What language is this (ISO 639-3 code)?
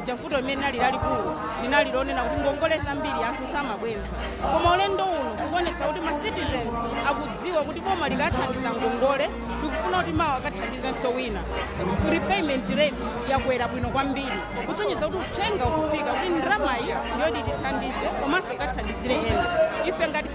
nya